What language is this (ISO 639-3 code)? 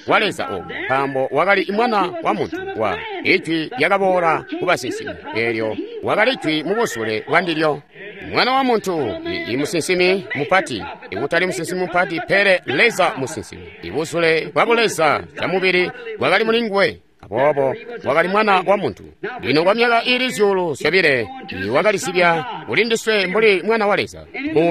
toi